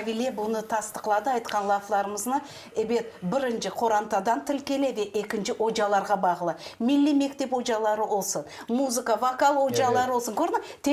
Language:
Crimean Tatar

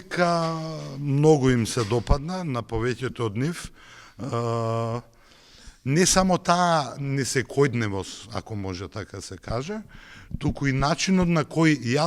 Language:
Macedonian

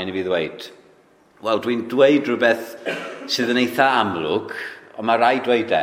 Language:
Welsh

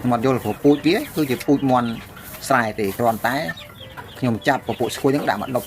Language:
Khmer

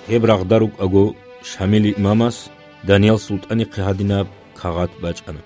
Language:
Avaric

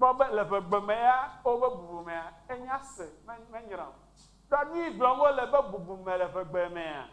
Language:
Ewe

